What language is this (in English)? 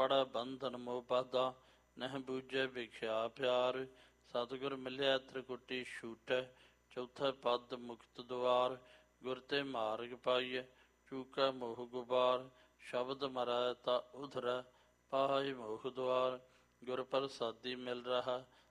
Punjabi